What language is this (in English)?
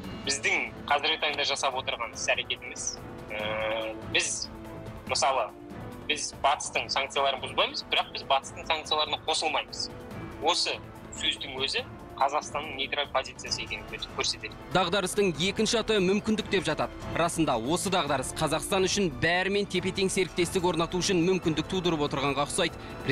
Kazakh